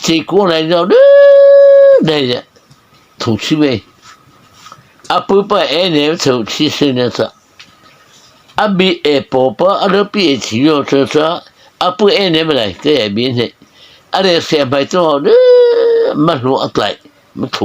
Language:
Mara Chin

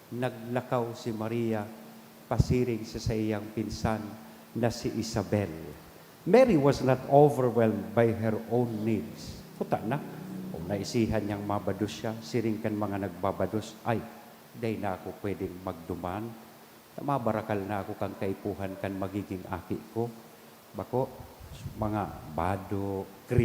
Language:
Bikol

